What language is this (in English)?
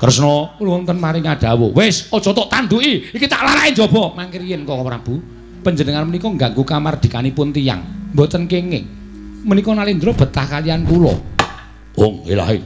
Javanese